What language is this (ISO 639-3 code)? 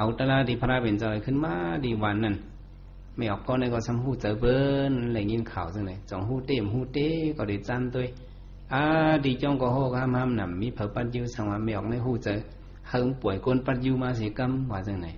shn